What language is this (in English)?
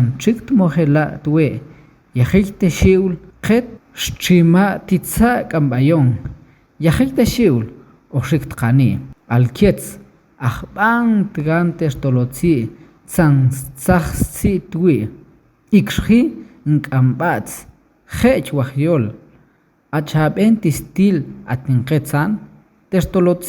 Tektiteko